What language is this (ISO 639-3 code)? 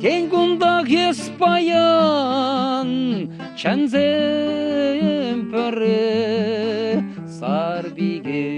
chv